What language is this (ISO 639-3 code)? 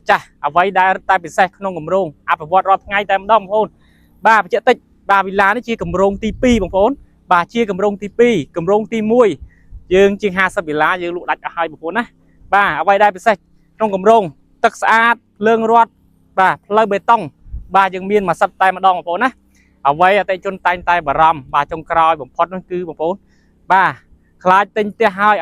khm